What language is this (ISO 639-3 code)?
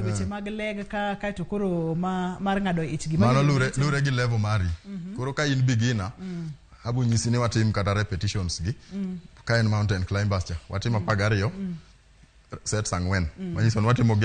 luo